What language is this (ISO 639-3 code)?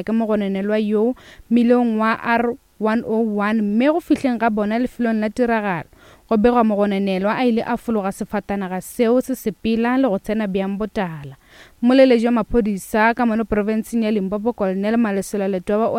nso